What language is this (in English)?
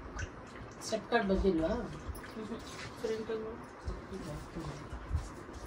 Kannada